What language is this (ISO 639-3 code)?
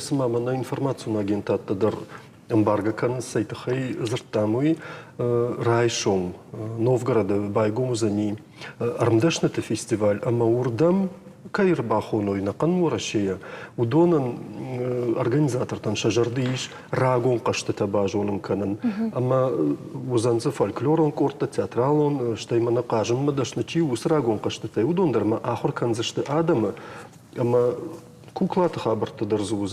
oss